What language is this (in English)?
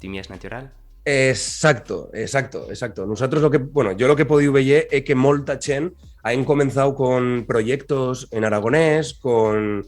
Occitan